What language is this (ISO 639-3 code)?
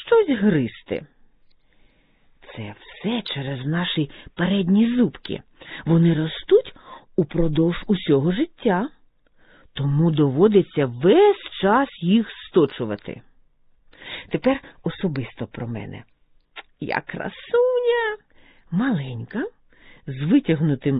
ukr